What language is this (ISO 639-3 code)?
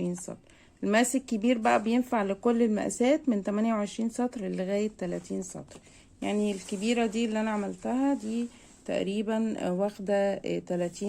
arz